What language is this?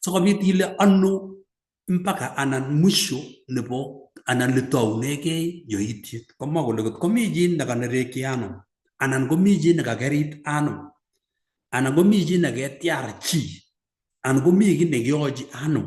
Kalenjin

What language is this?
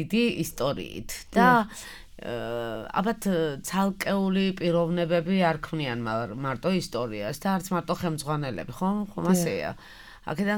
Georgian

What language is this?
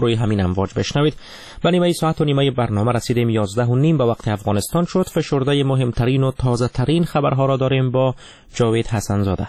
Persian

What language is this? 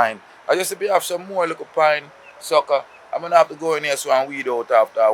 Jamaican Creole English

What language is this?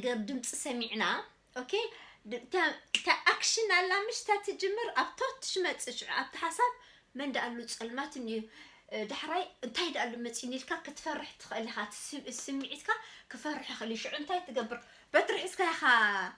Tigrinya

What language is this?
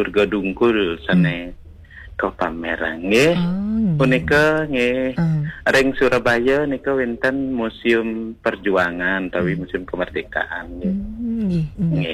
Balinese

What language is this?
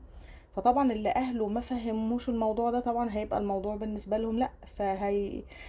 Egyptian Arabic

